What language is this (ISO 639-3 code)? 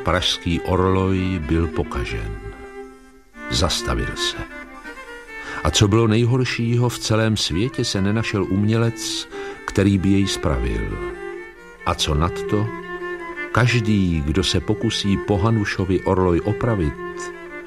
ces